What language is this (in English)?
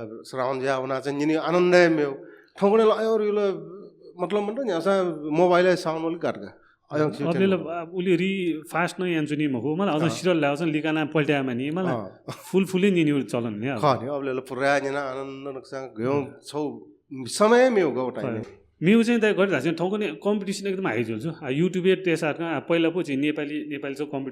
Newari